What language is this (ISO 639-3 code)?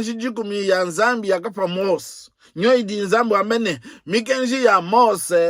lua